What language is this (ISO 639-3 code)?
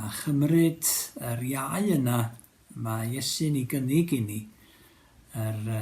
cym